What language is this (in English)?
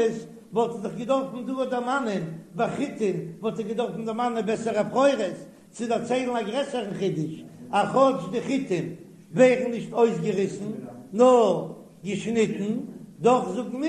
Yiddish